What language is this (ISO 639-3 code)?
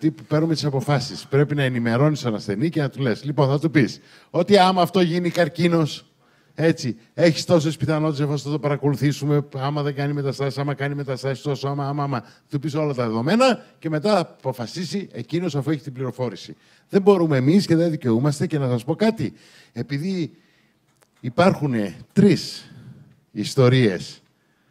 ell